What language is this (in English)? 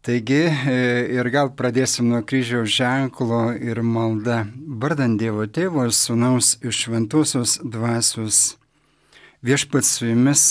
Lithuanian